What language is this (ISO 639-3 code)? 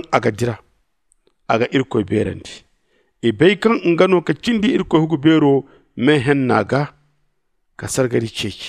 dje